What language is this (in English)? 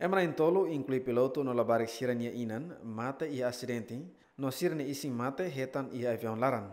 Tetum